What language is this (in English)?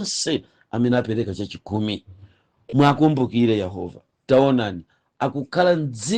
Nyanja